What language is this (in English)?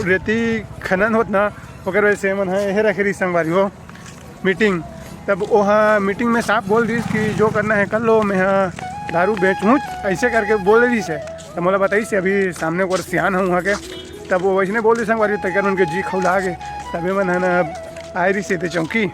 Chhattisgarhi